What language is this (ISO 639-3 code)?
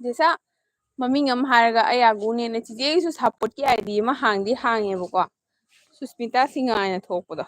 mni